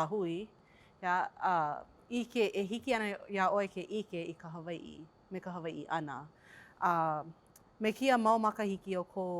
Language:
Hawaiian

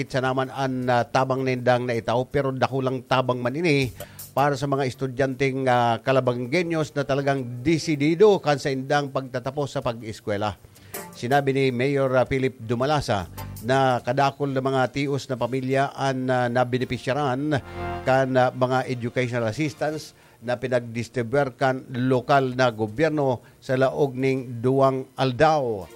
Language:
Bikol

